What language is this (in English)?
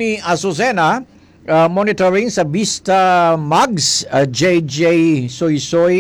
Hiligaynon